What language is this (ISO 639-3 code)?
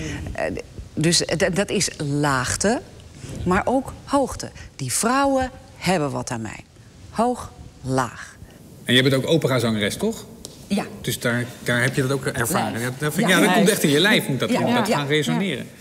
nld